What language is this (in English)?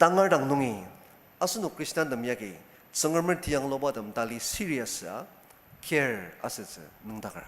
Ao Naga